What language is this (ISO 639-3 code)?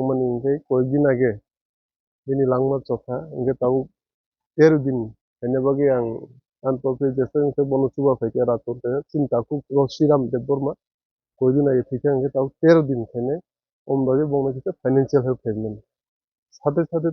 trp